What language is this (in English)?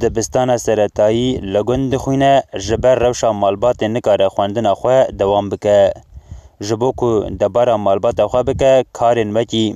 Kurdish